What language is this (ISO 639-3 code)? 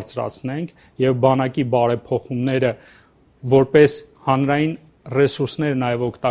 hye